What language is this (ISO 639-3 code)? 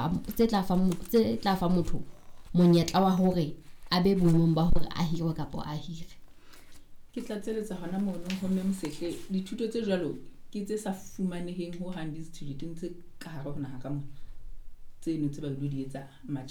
sot